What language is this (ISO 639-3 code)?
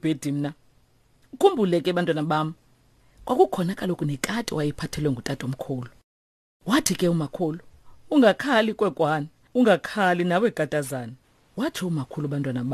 xho